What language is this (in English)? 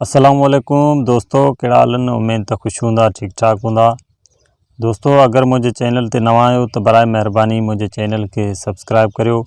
Sindhi